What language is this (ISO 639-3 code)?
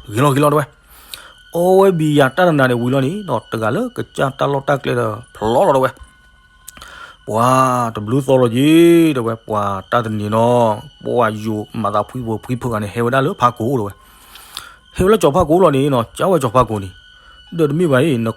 ksw